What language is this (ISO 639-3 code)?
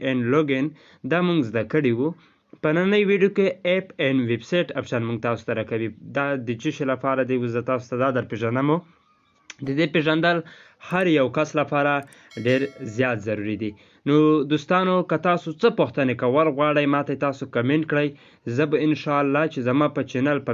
pus